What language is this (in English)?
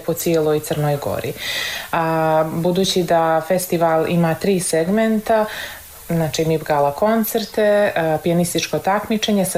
Serbian